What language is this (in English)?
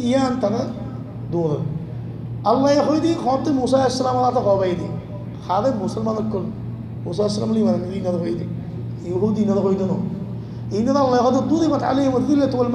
Rohingya